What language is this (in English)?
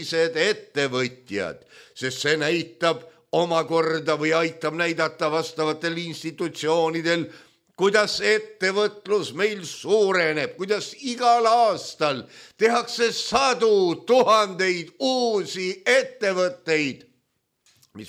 Estonian